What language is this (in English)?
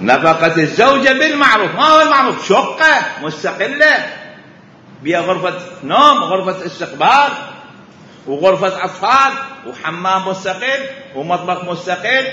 Mesopotamian Arabic